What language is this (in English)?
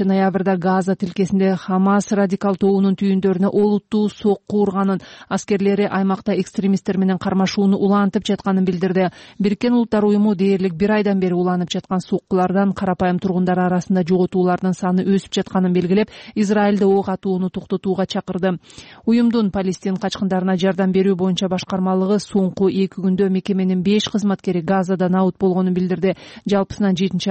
Kyrgyz